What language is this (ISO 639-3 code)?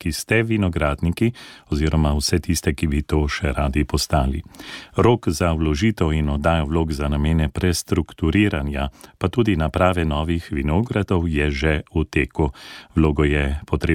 slv